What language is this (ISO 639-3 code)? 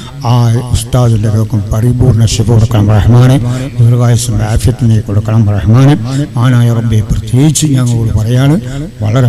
mal